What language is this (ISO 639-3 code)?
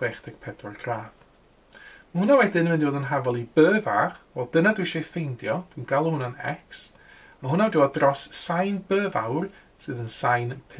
cym